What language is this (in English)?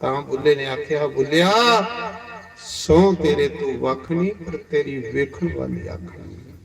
Dogri